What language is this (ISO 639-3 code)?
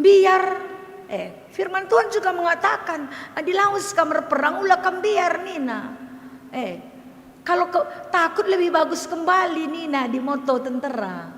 btx